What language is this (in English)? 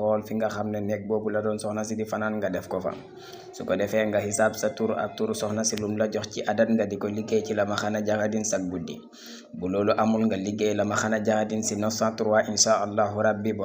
Wolof